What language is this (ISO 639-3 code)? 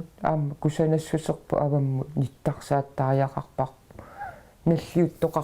kal